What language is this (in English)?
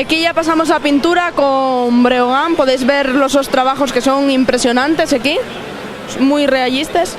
Asturian